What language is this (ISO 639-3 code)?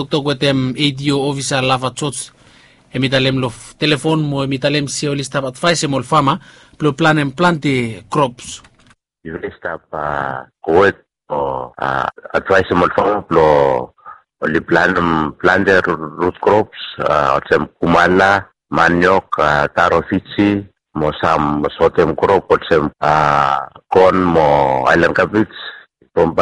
bis